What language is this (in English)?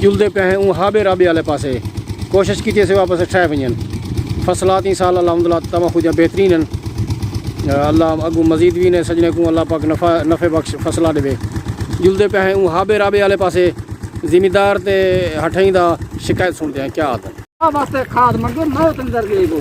Saraiki